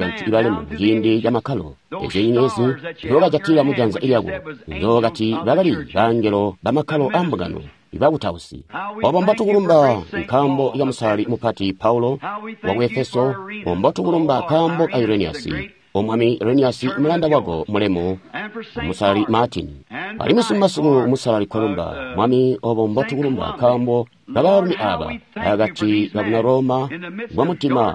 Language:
Tonga (Zambia)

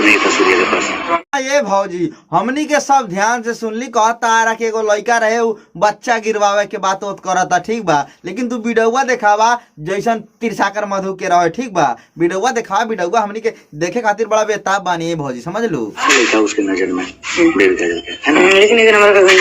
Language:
Bhojpuri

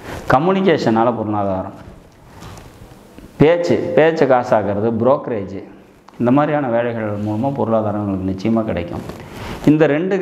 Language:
Tamil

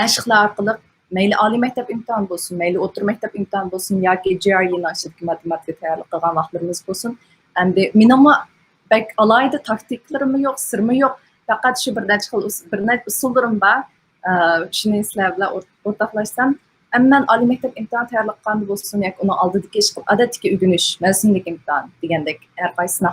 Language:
Uyghur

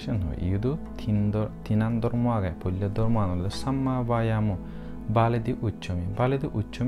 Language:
Chakma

